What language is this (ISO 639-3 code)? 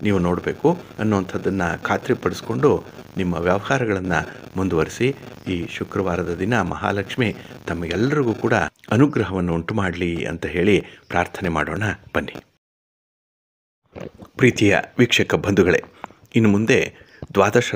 kan